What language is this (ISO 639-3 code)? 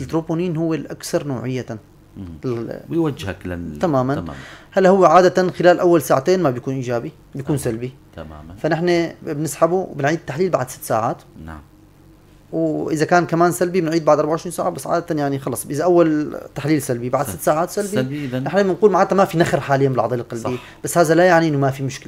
apc